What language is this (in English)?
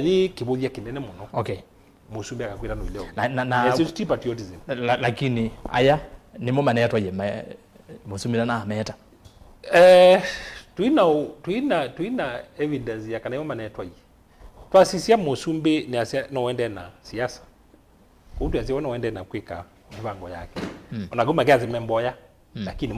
Kamba